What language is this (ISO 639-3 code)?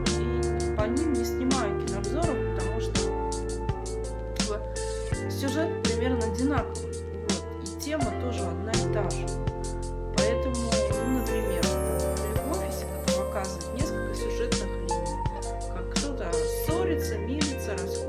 rus